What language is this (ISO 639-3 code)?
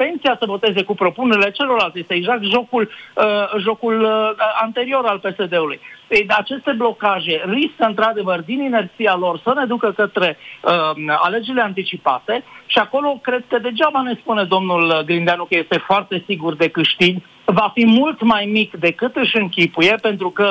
ron